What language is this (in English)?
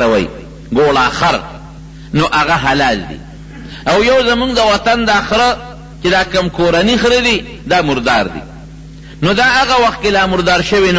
Pashto